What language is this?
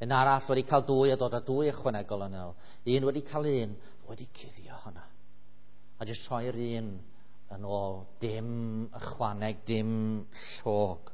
Welsh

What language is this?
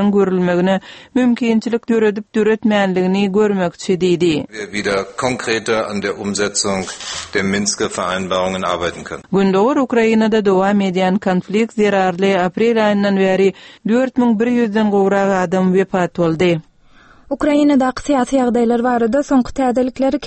Turkmen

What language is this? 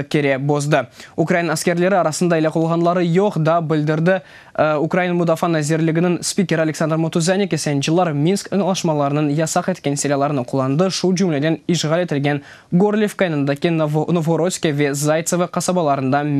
Crimean Tatar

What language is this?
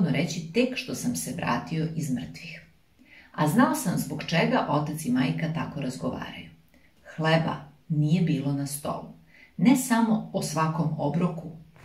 Serbian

